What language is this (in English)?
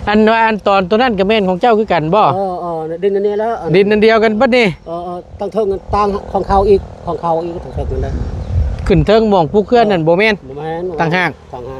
Northeastern Thai